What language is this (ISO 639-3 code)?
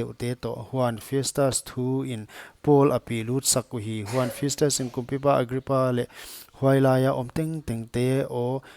pck